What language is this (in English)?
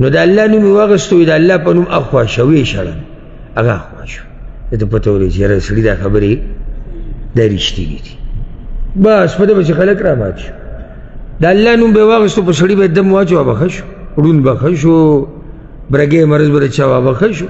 Pashto